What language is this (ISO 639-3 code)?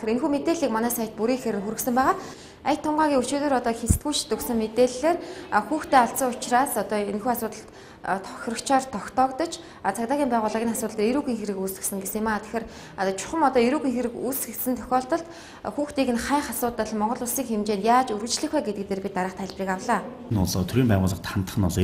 mon